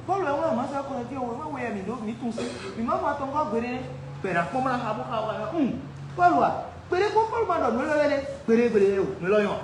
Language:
Fon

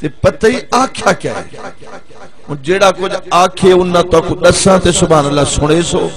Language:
Saraiki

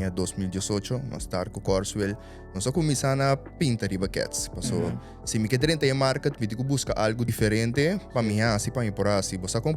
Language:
Papiamento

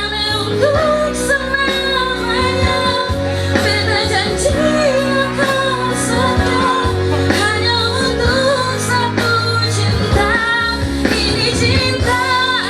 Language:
Ma'anyan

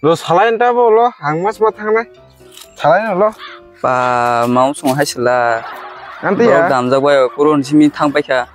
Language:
Kok Borok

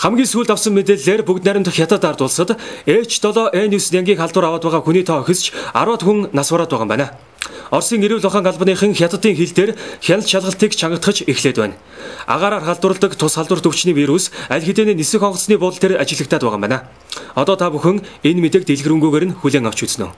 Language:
Mongolian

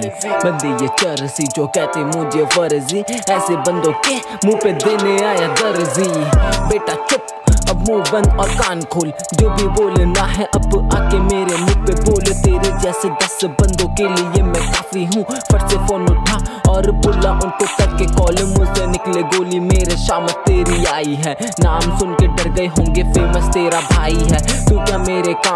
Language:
Hindi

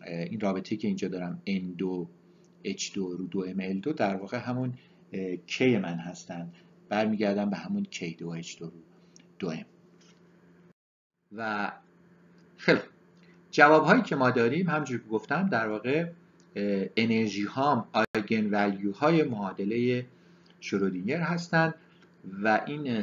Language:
Persian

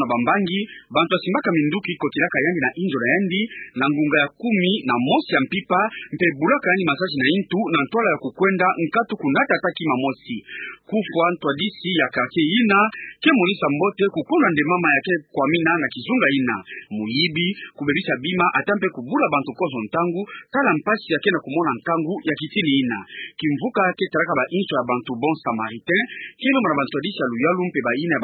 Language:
Kituba (Democratic Republic of Congo)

